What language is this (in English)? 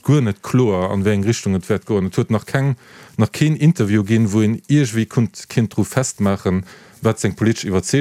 Luxembourgish